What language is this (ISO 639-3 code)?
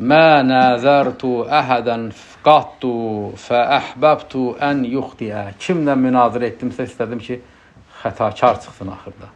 aze